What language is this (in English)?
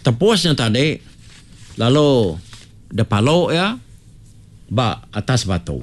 Iban